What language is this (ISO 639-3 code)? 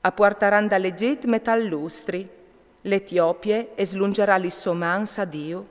fur